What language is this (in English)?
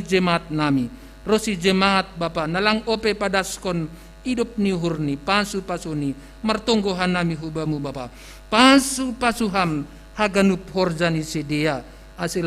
Batak Simalungun